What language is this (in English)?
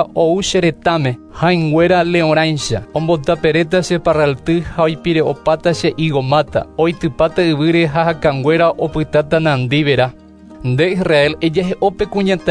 Guarani